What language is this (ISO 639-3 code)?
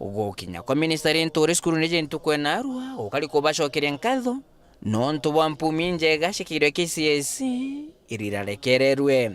mer